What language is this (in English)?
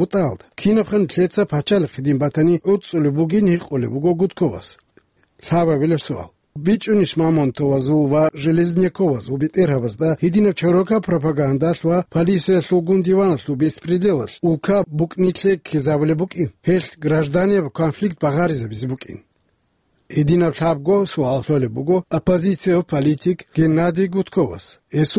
Avaric